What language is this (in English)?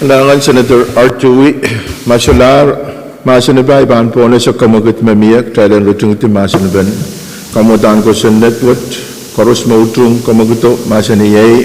Pohnpeian